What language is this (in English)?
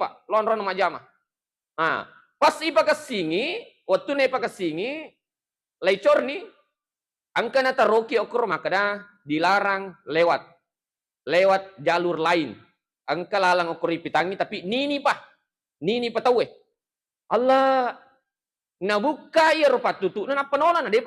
Buginese